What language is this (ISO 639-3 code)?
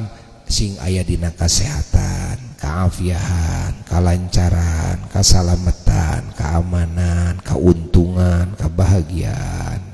sun